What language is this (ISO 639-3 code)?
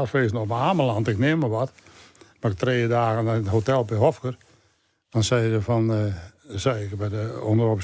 fry